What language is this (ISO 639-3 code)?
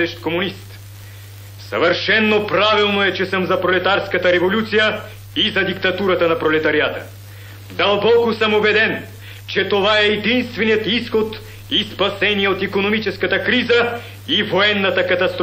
bul